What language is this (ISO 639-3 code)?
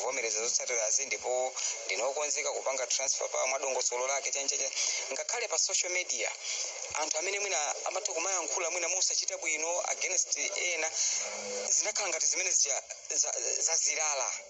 nya